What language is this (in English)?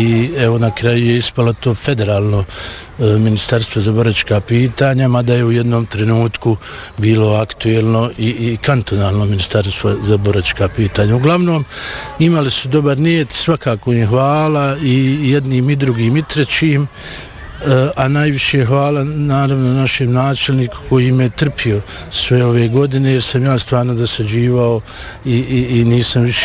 Bosnian